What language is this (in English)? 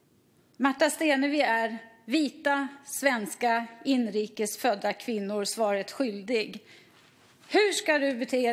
Swedish